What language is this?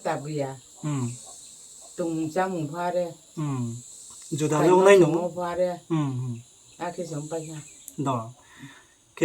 Riang (India)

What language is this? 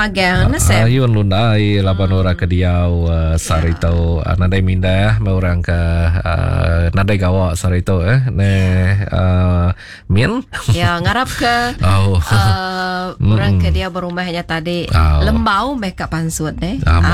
Iban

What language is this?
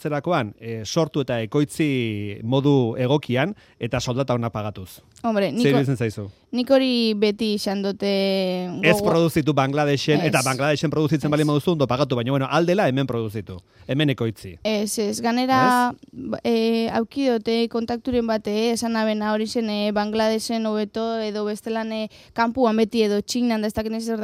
Basque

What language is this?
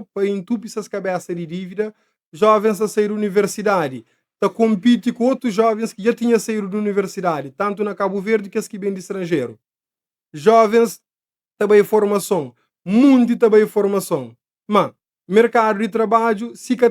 Kabuverdianu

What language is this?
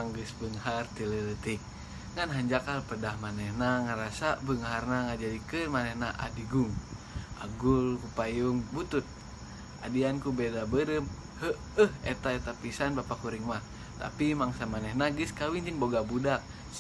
Sundanese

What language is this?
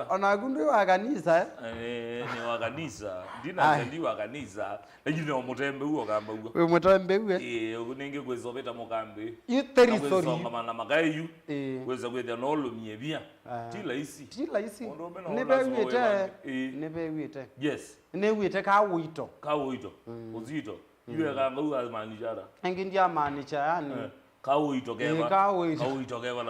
Kamba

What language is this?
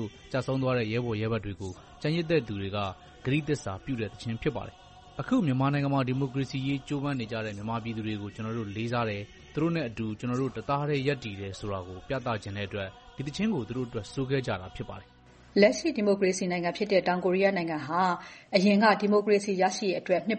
Burmese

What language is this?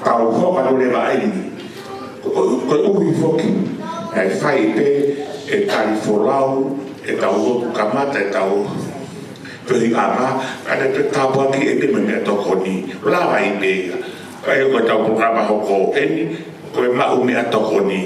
Tongan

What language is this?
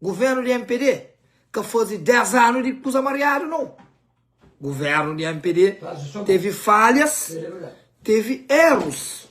Kabuverdianu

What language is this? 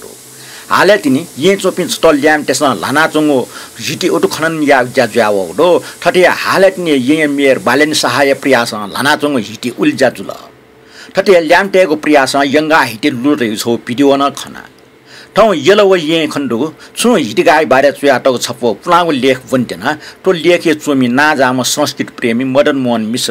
Newari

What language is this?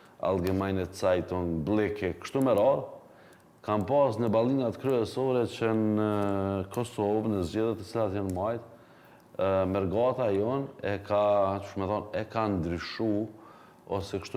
Albanian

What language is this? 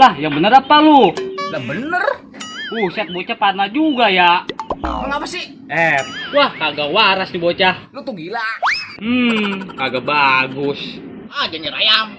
Betawi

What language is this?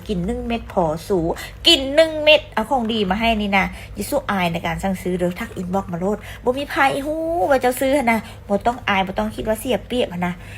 Lao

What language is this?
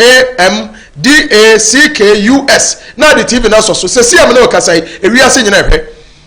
Akan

